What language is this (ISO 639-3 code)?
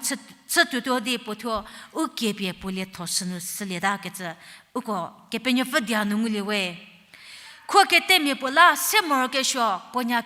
njm